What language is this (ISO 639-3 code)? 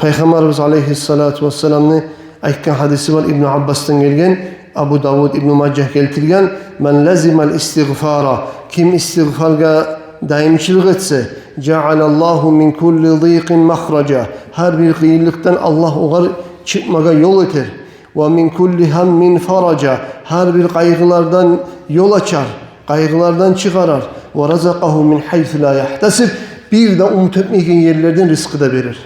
kum